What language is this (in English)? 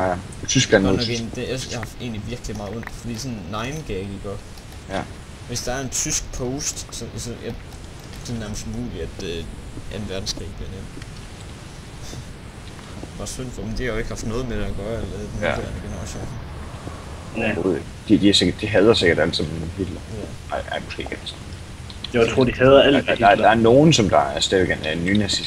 Danish